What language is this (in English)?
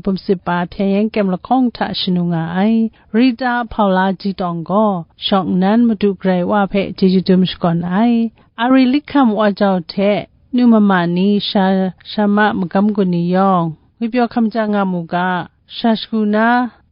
Kachin